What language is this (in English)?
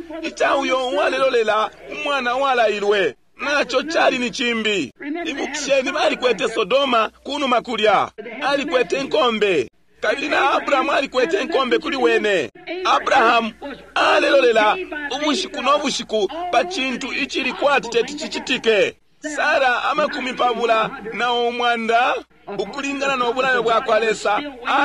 Bemba